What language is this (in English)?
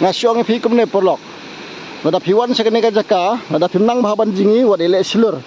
Khasi